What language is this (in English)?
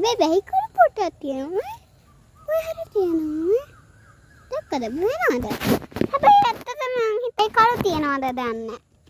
Sinhala